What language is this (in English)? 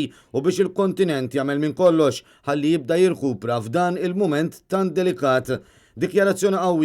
Maltese